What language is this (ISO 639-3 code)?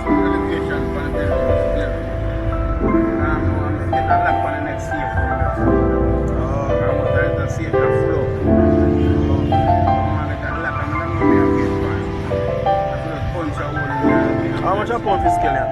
jam